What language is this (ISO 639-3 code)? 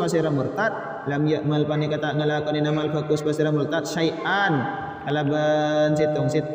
mad